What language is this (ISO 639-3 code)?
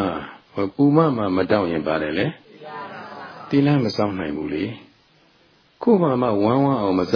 mya